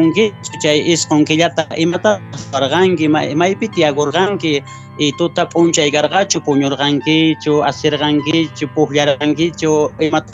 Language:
Quechua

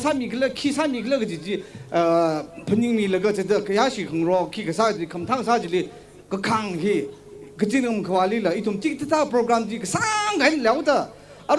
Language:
Tangkhul Naga (India)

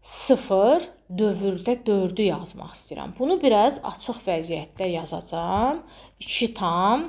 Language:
Azerbaijani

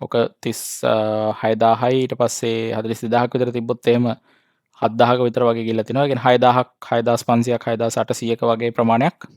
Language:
Sinhala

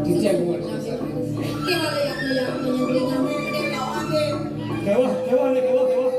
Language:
Balinese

